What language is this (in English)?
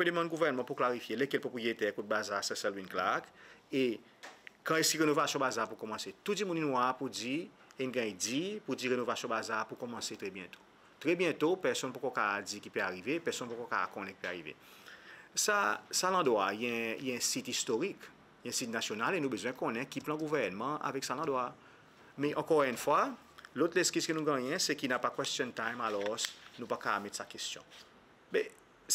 Seselwa Creole French